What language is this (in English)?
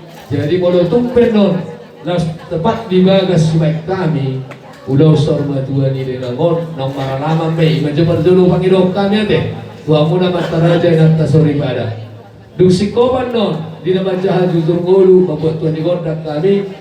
Batak Toba